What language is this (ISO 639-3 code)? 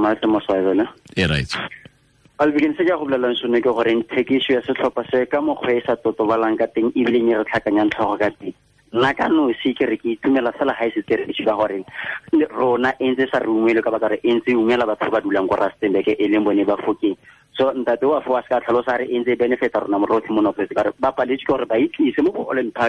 tsn